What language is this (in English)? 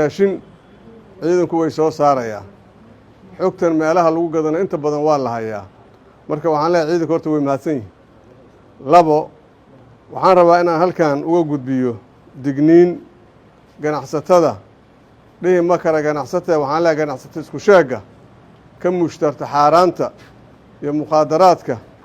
Somali